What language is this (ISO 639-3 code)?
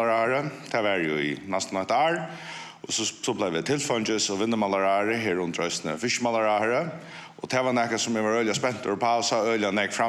fao